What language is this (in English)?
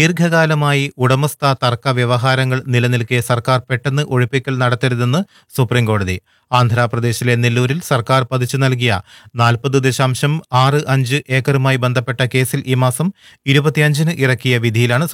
Malayalam